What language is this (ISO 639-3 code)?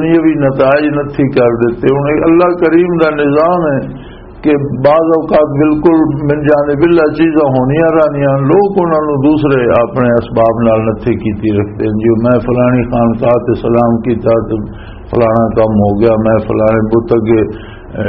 lah